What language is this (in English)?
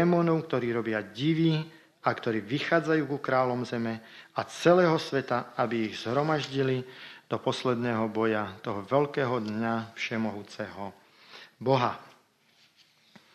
Slovak